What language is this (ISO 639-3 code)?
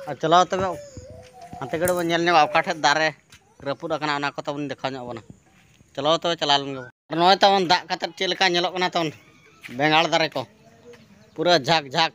sat